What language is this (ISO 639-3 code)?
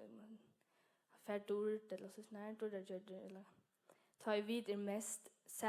fao